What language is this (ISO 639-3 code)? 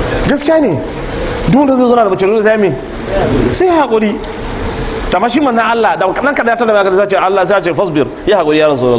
hau